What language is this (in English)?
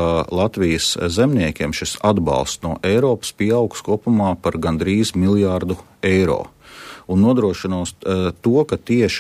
Latvian